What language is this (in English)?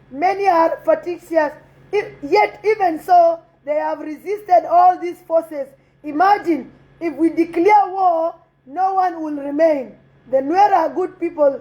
Nuer